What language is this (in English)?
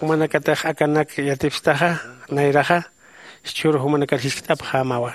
Aymara